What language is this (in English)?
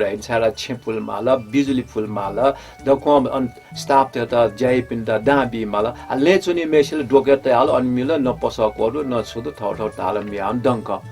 Newari